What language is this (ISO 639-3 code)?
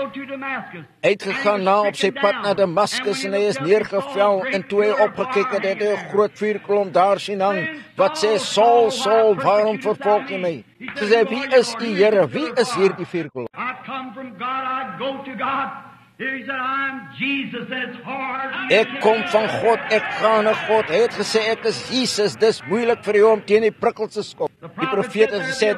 afr